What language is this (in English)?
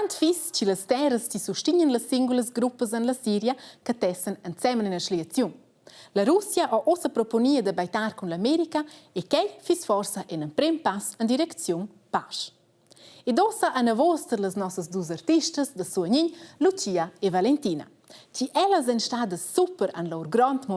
Romansh